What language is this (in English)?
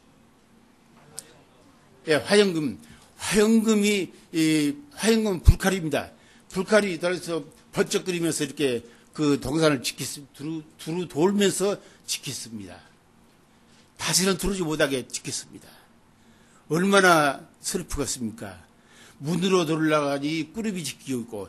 Korean